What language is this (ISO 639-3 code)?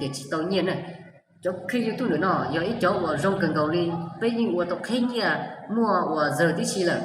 hmn